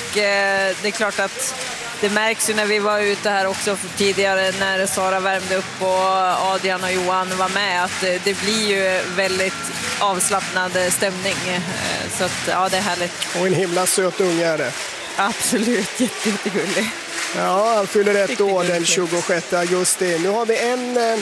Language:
Swedish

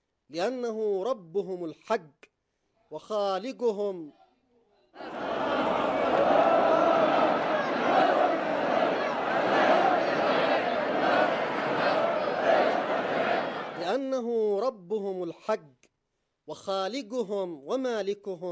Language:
Arabic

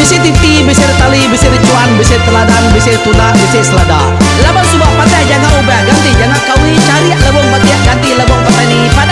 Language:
Iban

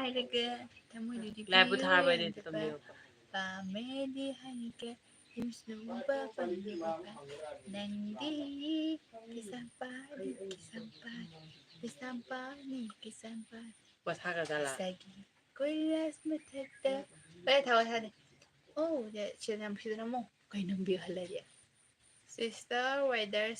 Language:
Manipuri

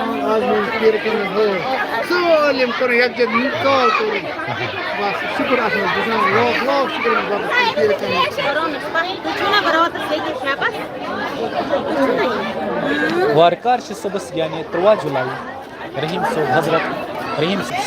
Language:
Kashmiri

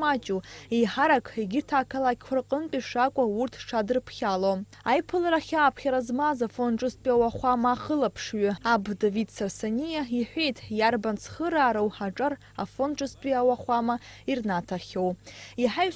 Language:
Abkhazian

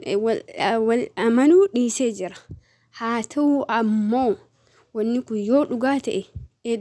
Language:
Oromo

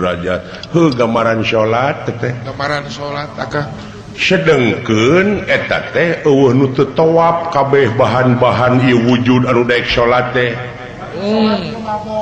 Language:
Sundanese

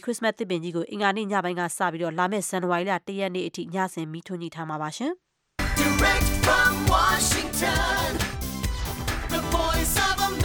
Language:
Burmese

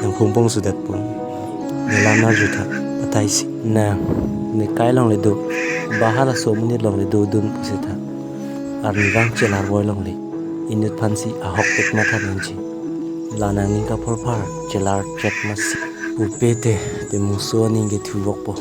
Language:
Karbi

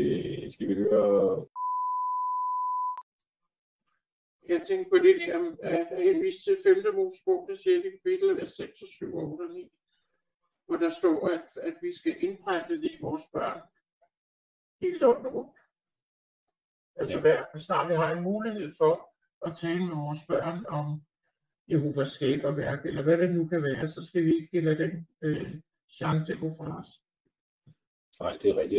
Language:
Danish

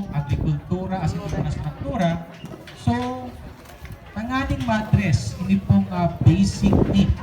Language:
Bikol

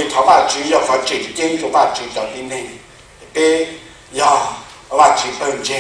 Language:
Hmong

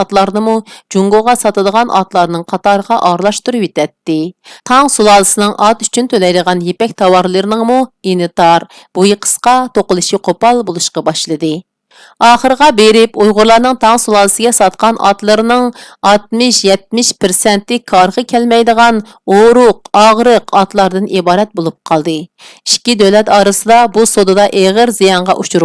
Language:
Uyghur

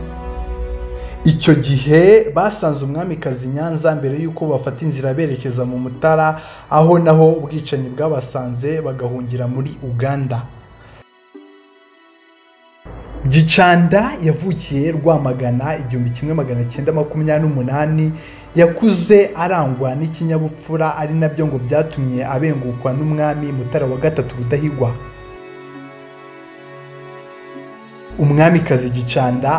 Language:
Kinyarwanda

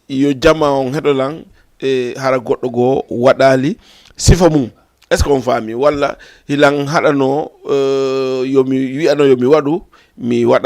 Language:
Fula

